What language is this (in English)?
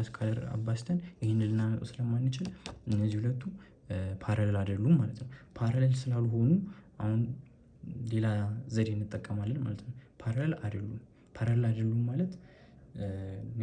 Amharic